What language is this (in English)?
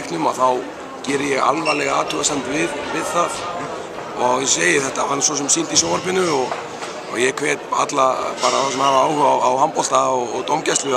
Icelandic